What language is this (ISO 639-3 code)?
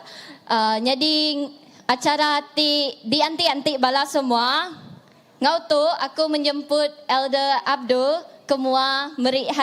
iba